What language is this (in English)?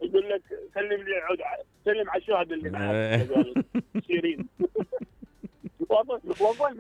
Mesopotamian Arabic